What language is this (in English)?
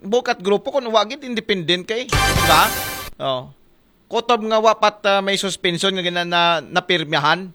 Aklanon